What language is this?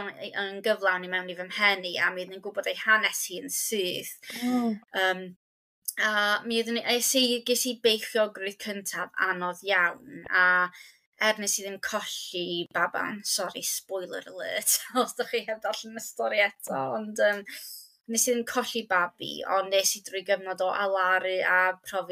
Welsh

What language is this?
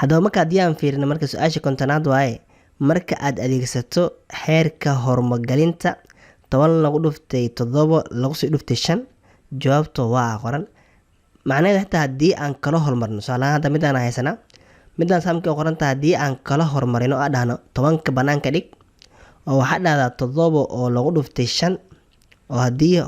Somali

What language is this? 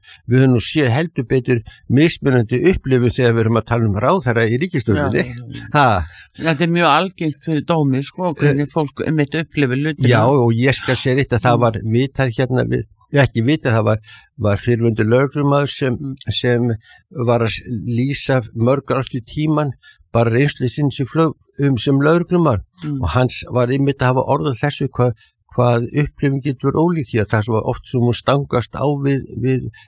Icelandic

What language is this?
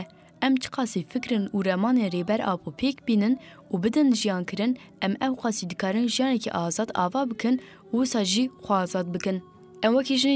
Kurdish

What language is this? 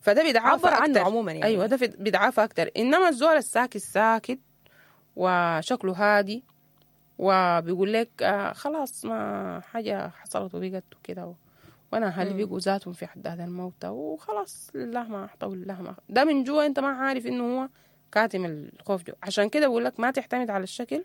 Sudanese Arabic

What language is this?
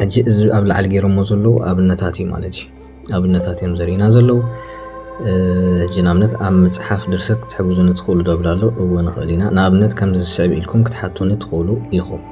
Tigrinya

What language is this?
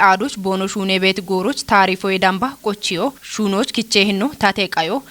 Kafa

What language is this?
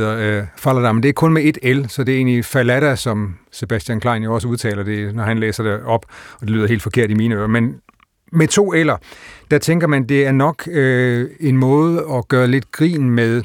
Danish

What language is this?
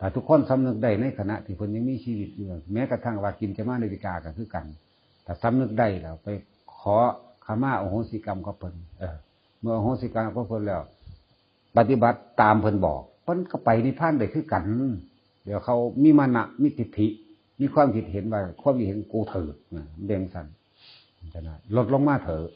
Northeastern Thai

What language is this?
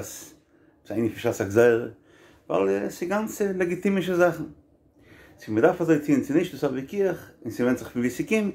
Yiddish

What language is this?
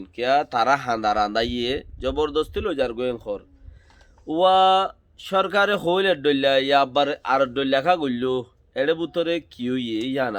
Rohingya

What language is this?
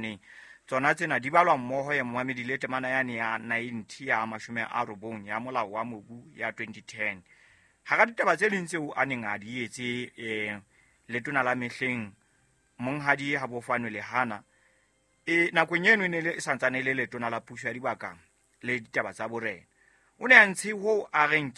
Southern Sotho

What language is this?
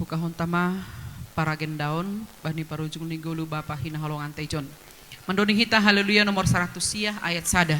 Batak Simalungun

